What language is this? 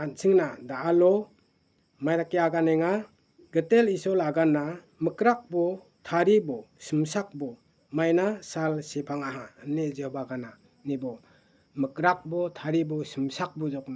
Garo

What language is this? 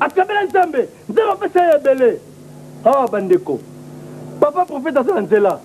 Lingala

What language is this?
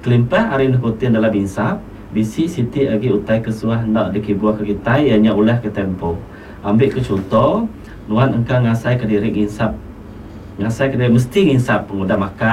Iban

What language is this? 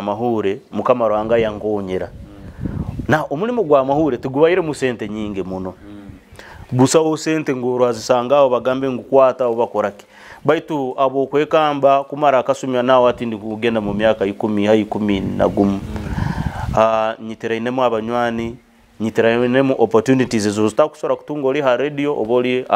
Nyoro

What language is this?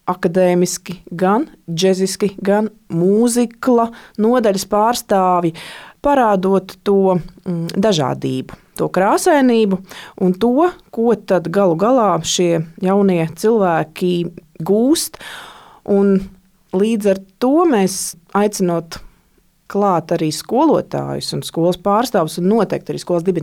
Latvian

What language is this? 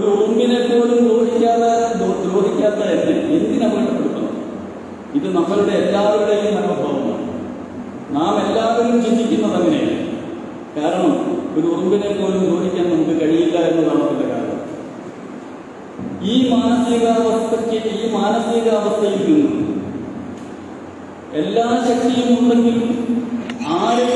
Malayalam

